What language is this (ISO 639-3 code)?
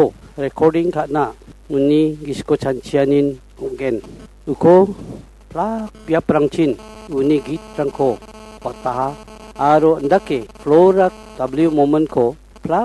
grt